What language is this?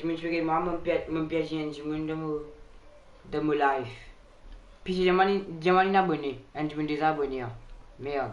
Morisyen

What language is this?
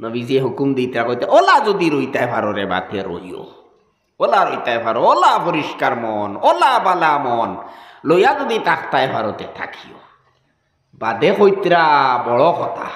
Sylheti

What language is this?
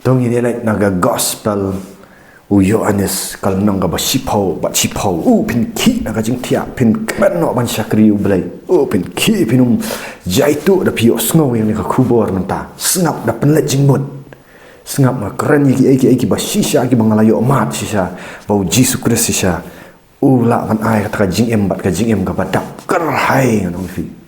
Khasi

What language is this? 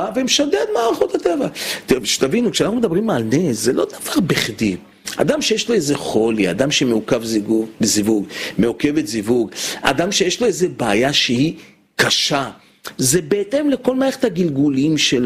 Hebrew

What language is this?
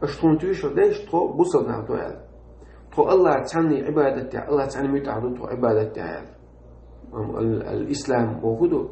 Chechen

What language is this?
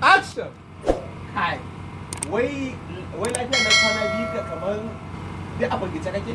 Hausa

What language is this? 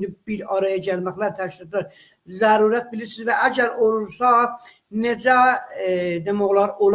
South Azerbaijani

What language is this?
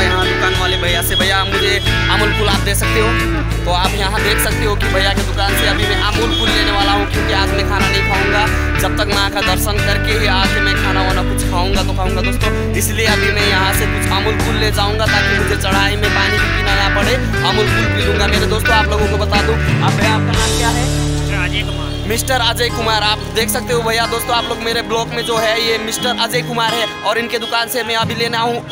Hindi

